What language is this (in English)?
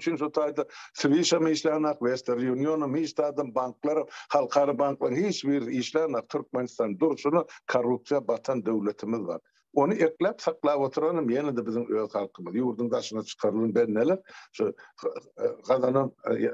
Turkmen